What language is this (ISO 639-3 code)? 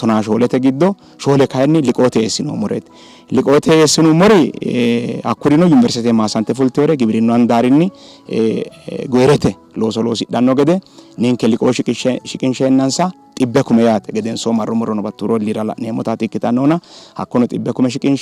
sid